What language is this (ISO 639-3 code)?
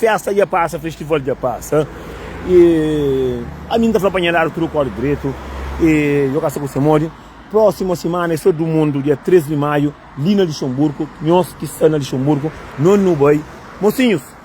kea